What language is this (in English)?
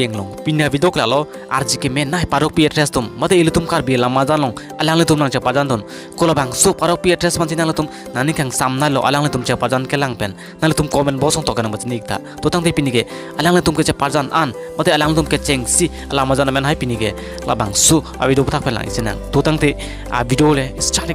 Karbi